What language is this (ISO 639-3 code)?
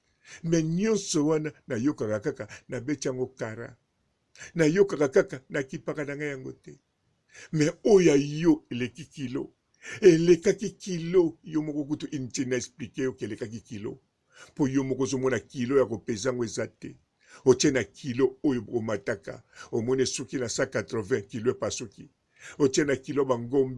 lin